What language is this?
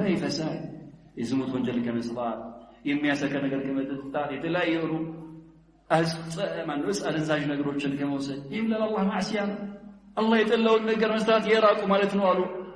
Amharic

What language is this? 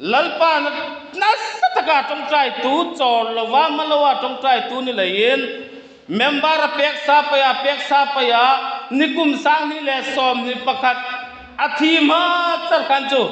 Hmar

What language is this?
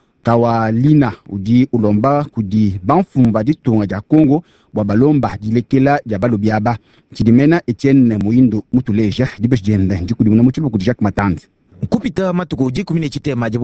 Luba-Lulua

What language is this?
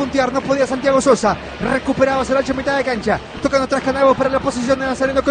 Spanish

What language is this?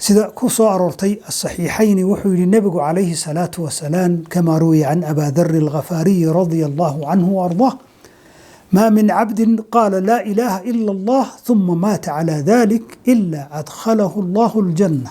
Somali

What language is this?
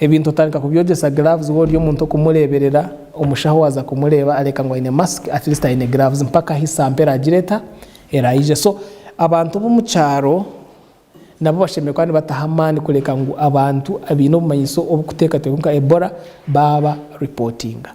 Nyankole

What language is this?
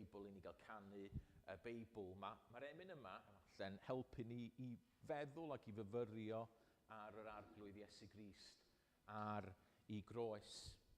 Welsh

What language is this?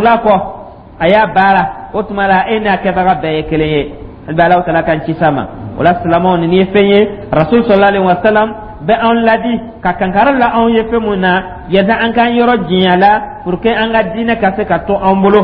Dyula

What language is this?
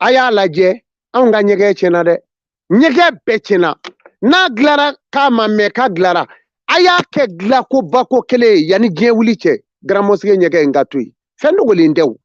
Bambara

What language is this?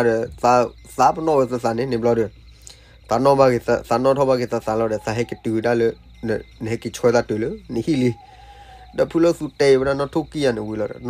S'gaw Karen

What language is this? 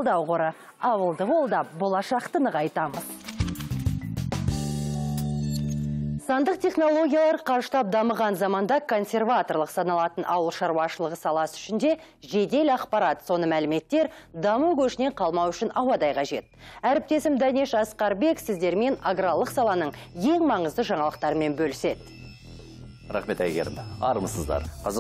Kazakh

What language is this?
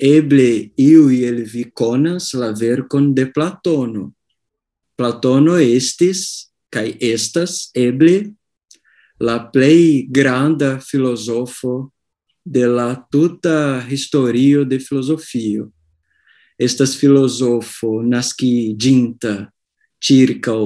Esperanto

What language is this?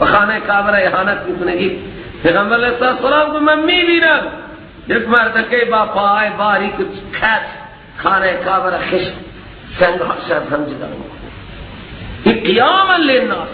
Persian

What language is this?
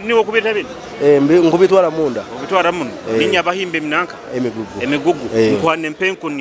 Nyoro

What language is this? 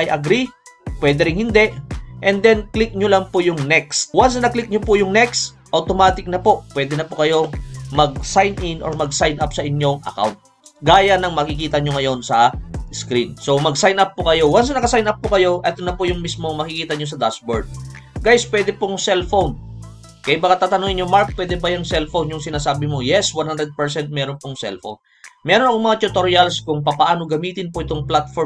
Filipino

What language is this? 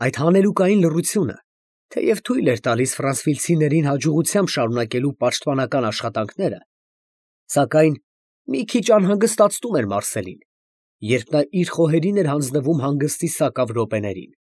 Armenian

